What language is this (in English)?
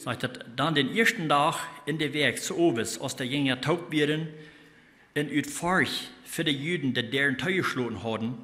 Plautdietsch